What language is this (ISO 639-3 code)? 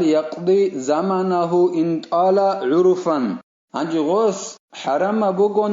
ava